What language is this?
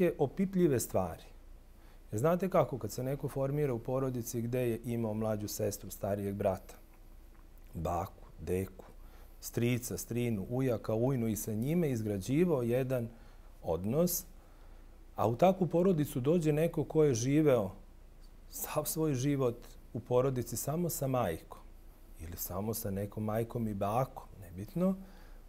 Serbian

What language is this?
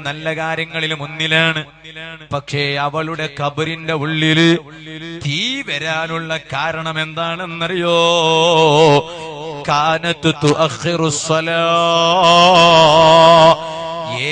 Malayalam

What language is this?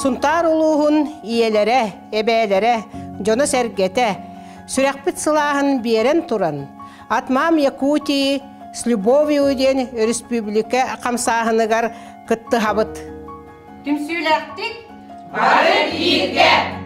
Yakut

